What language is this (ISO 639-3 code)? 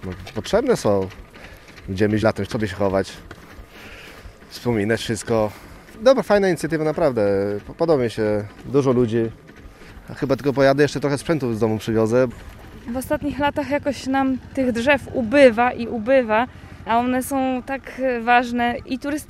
pol